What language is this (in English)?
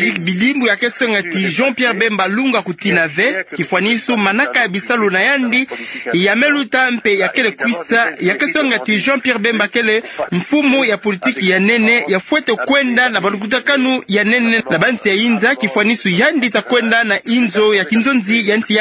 Kituba (Democratic Republic of Congo)